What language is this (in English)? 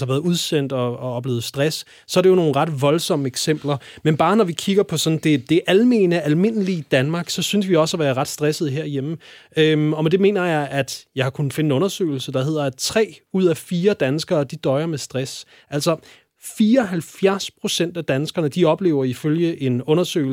Danish